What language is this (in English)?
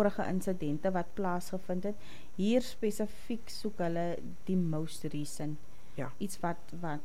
Afrikaans